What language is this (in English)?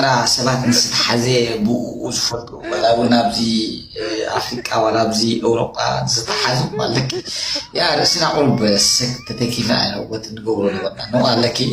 Tigrinya